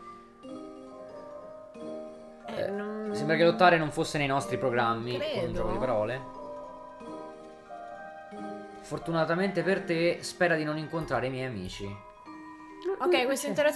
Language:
Italian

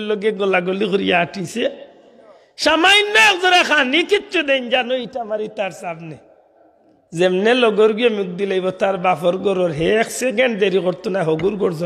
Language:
Sylheti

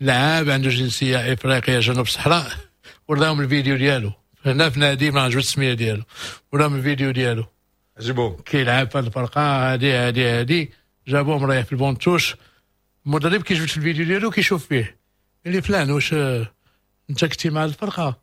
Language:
Moroccan Arabic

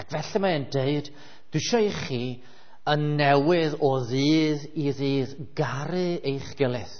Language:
Welsh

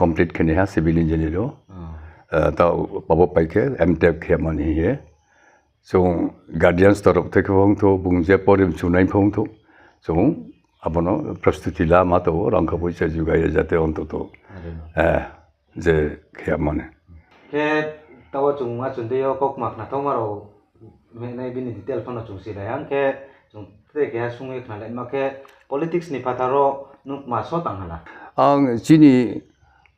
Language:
Riang (India)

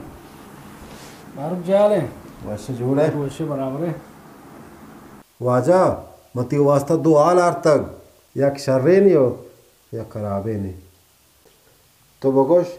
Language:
Baluchi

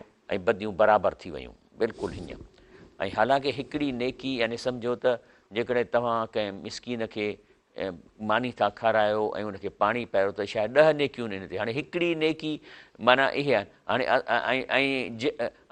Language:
Sindhi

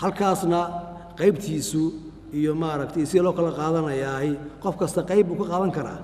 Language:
Somali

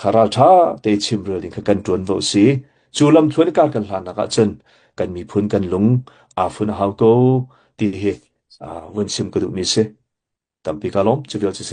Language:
Hakha Chin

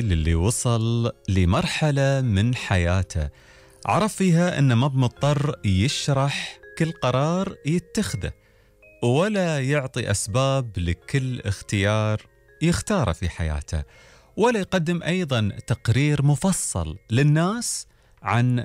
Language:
Gulf Arabic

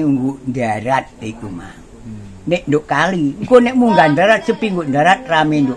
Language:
Javanese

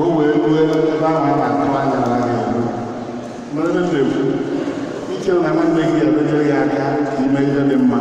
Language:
Igbo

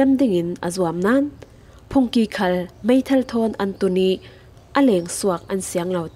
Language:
Falam Chin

